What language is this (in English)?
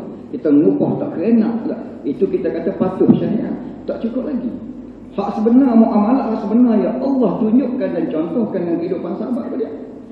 Malay